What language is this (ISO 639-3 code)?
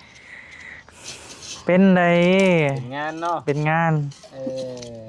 tts